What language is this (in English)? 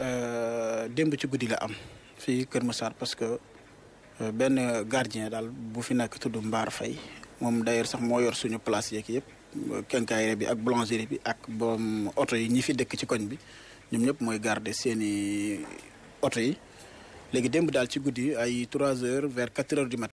Wolof